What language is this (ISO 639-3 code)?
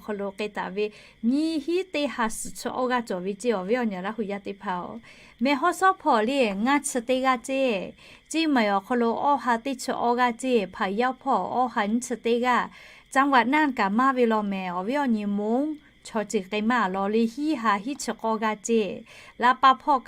lhu